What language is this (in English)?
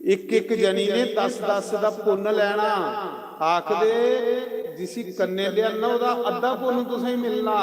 Dogri